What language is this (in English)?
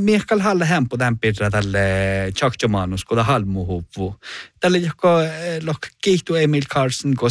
Northern Sami